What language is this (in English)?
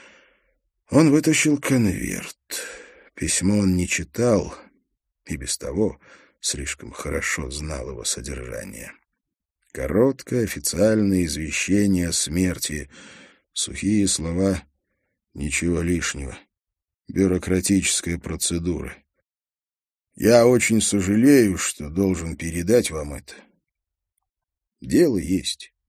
Russian